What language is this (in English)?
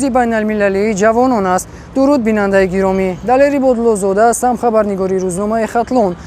Tajik